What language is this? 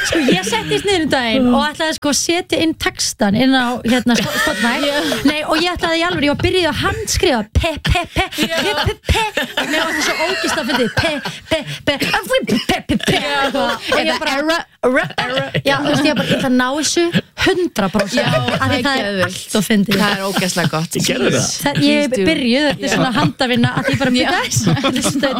Icelandic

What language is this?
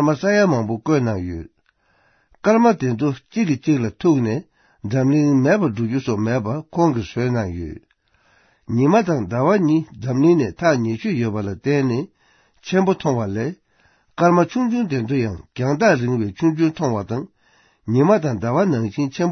Tibetan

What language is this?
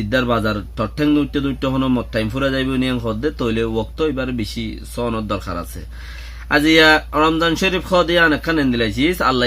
Rohingya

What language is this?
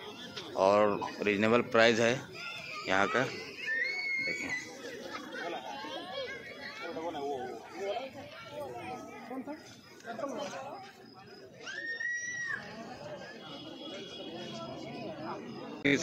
Hindi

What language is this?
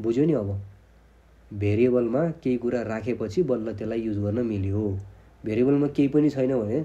Nepali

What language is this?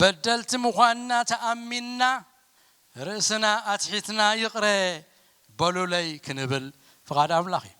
Tigrinya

